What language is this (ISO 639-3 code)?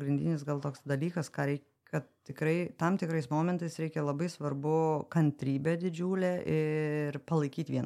lit